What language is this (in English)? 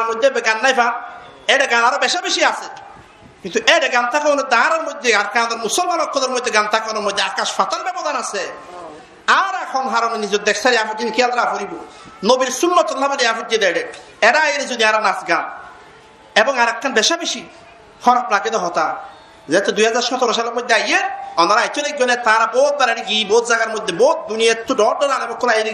Rohingya